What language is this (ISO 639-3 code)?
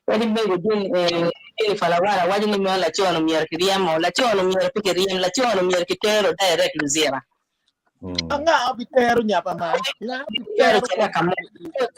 ach